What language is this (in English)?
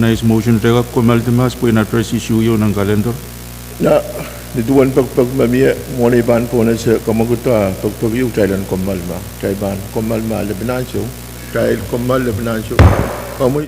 Pohnpeian